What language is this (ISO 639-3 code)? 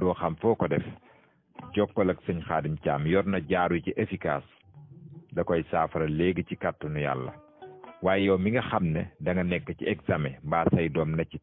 wol